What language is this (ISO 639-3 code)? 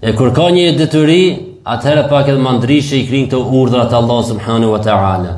sqi